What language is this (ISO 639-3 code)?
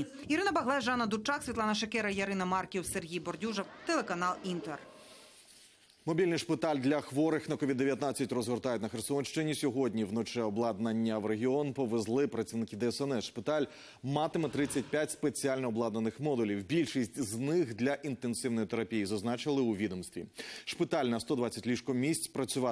ukr